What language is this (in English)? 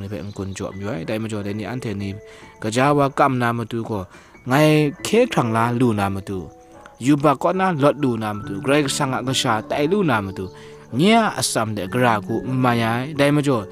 Kachin